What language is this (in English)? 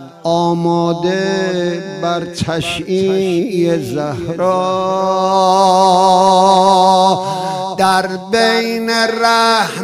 Persian